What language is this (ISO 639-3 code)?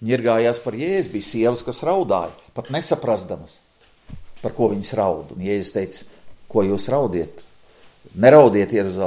lav